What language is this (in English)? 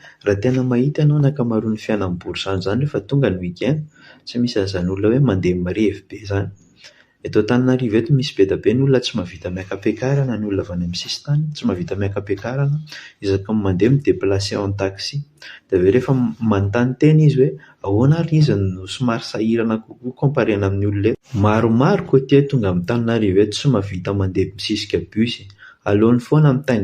Malagasy